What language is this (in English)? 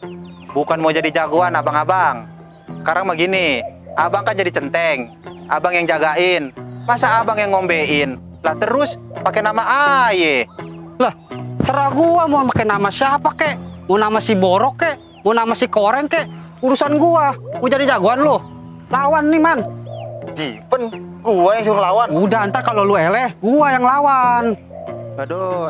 Betawi